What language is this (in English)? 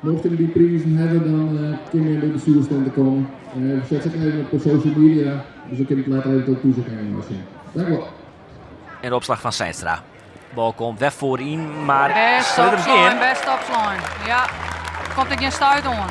Western Frisian